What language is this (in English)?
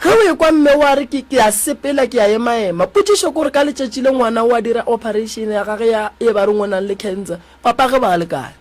Northern Sotho